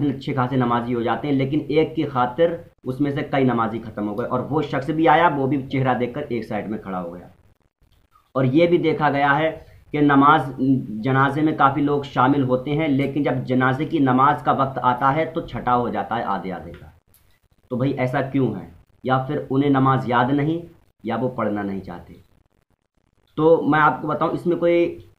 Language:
Urdu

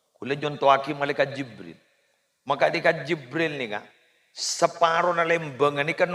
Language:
Madurese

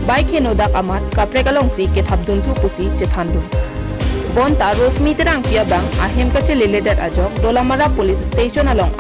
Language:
Karbi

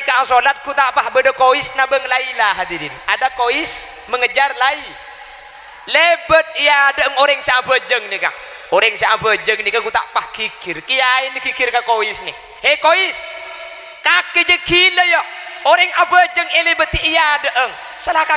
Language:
Madurese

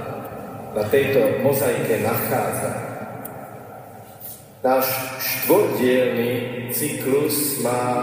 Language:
Slovak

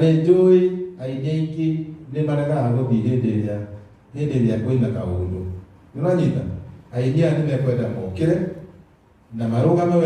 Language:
Kikuyu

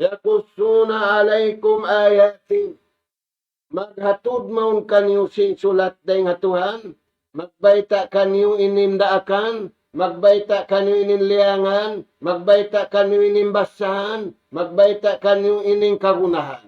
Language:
Tausug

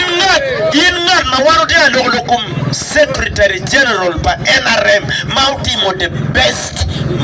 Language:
Acoli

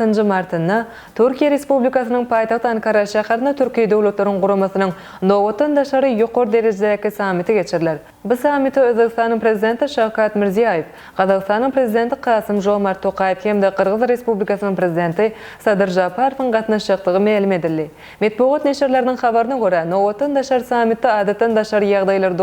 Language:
Turkmen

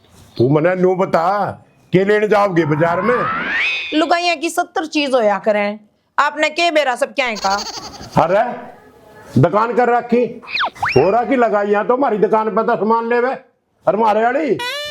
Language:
Haryanvi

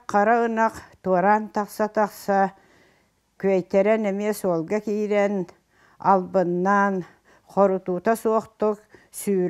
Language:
Yakut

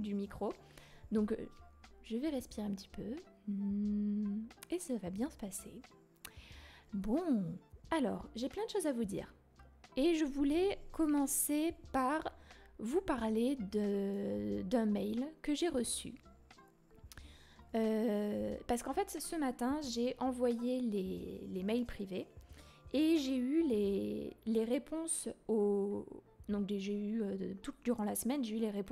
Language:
French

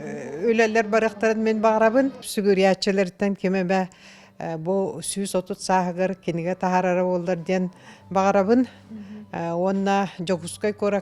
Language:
Yakut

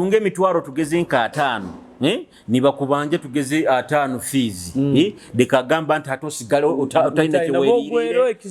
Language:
Nyoro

